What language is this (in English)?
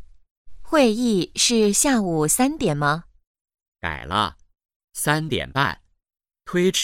Chinese